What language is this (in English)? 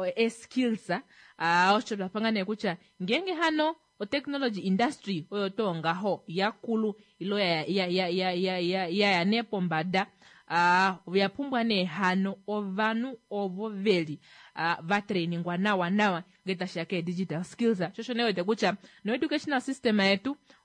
Kuanyama